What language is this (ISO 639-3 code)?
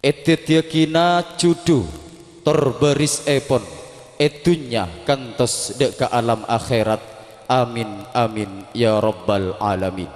mad